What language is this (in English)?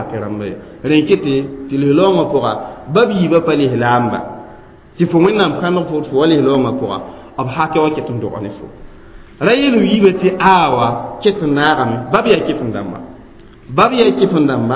Mossi